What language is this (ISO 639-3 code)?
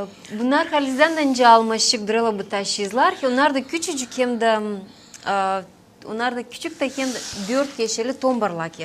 gag